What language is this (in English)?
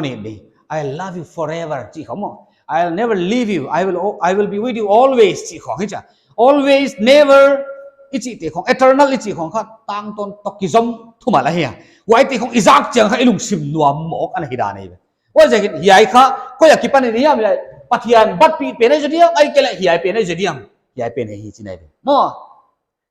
Paite Chin